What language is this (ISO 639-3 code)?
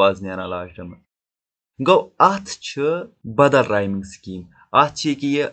kas